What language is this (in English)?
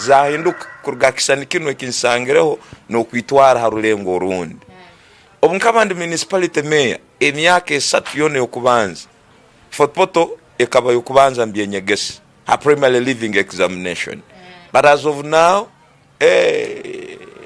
Tooro